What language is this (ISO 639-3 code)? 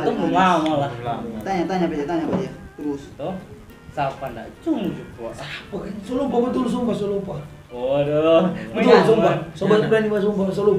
xmm